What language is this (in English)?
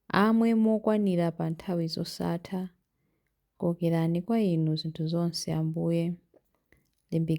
Nyanja